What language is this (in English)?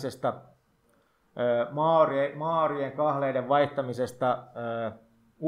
Finnish